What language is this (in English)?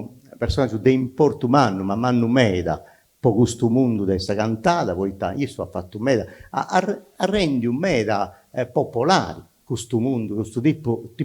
Sardinian